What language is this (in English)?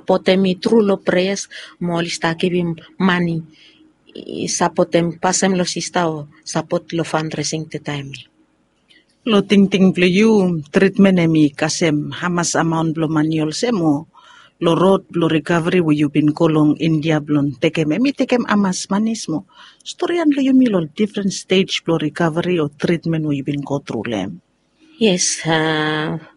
Bislama